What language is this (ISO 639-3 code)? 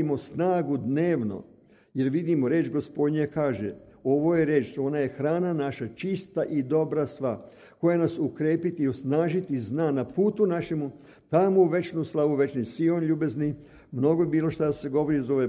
srp